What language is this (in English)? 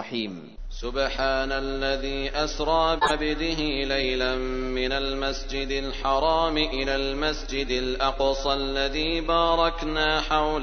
Arabic